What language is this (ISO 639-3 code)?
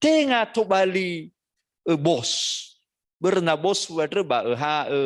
nia